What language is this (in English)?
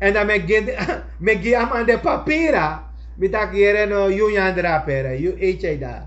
Sranan Tongo